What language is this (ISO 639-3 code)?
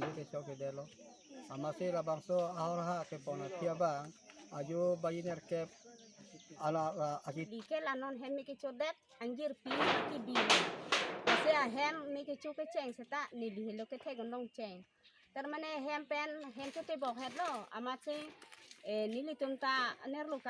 mjw